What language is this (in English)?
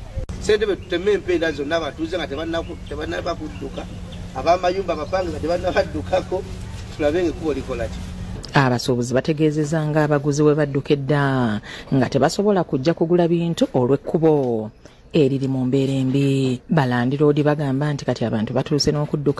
Ganda